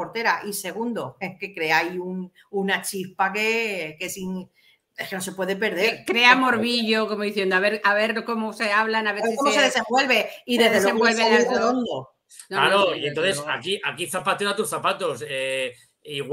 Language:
Spanish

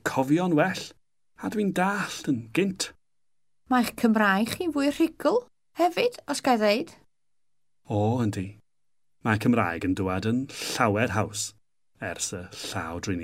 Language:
Welsh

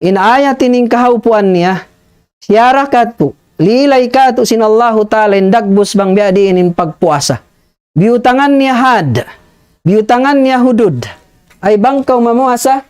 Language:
Tausug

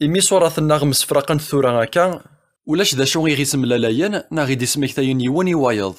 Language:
Kabyle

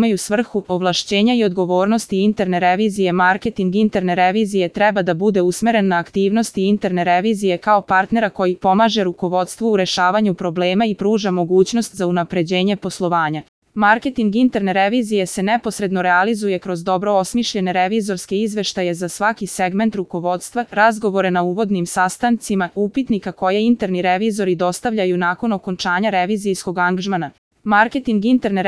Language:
Serbian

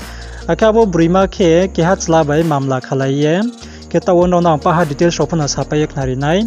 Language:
Riang (India)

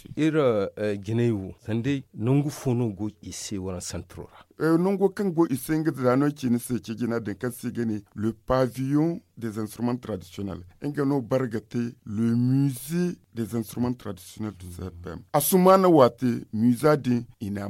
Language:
Zarma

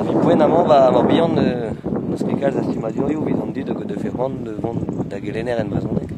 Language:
Breton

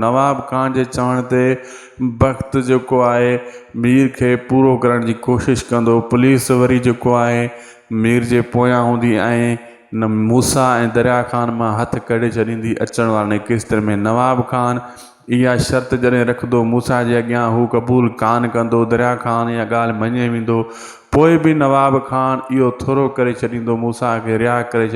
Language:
Sindhi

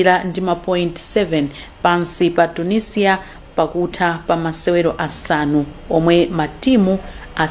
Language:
Nyanja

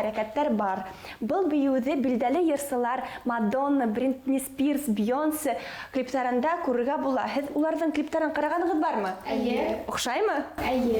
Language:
Bashkir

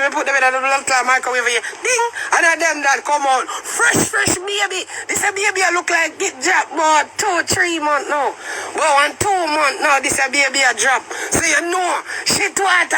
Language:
Jamaican Creole English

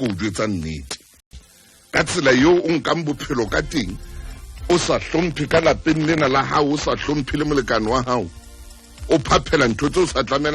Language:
Southern Sotho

